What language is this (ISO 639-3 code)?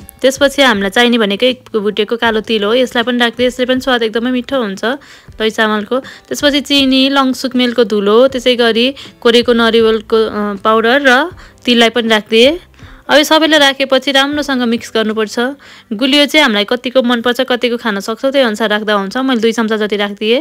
nep